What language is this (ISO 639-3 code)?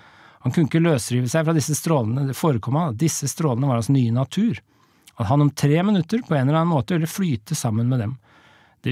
nor